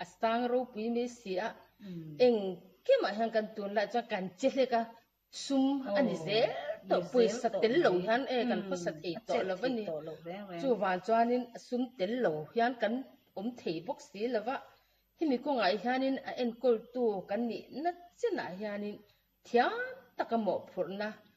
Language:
Mizo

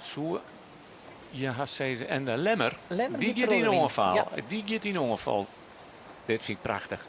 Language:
Western Frisian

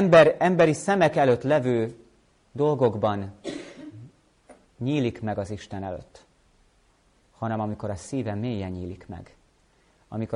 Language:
Hungarian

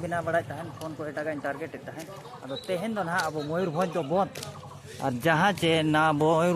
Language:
Santali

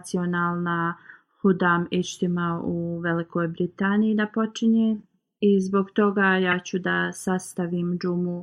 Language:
Bosnian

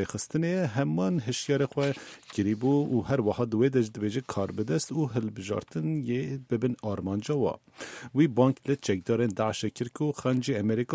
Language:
Kurdish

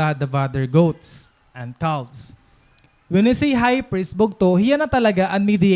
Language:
Waray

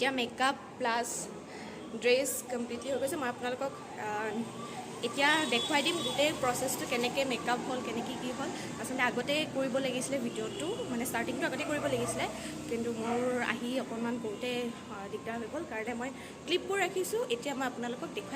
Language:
Assamese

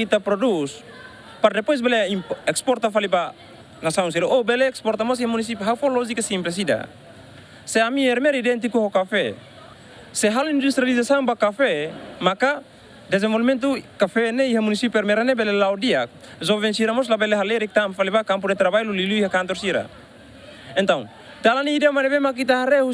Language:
Tetum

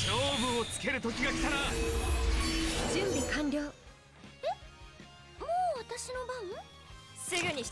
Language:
Japanese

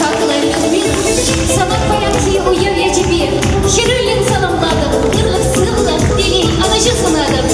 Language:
Chuvash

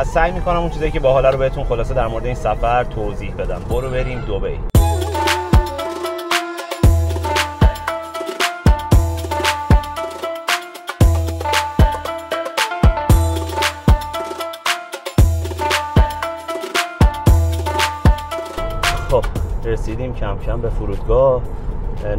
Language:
Persian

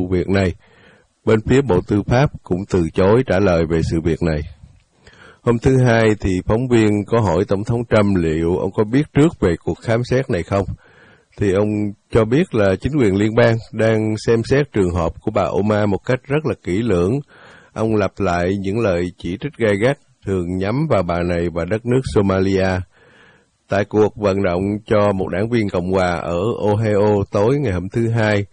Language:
Vietnamese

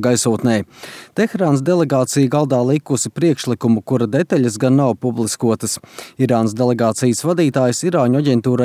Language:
Latvian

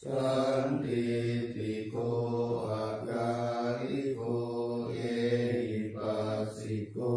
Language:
Pali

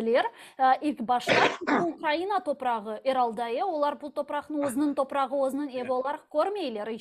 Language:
Crimean Tatar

